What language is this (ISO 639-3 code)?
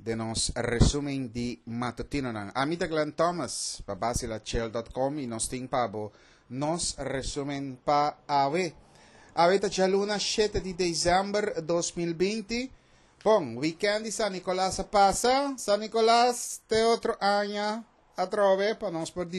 pap